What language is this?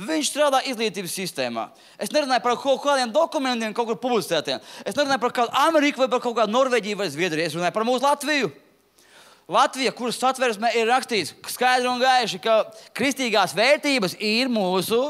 Latvian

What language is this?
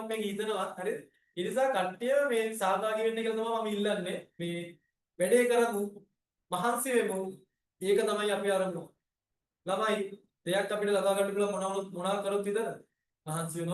Sinhala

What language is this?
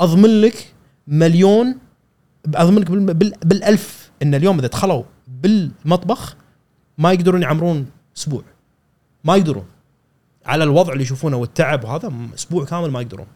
Gulf Arabic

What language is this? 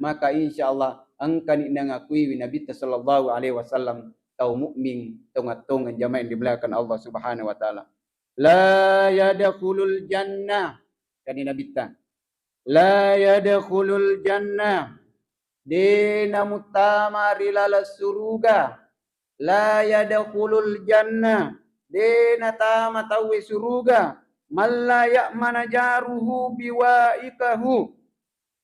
Buginese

